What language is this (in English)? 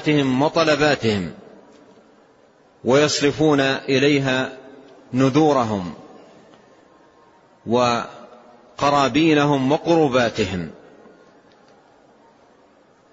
Arabic